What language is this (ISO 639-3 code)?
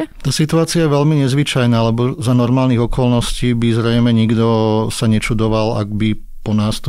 slk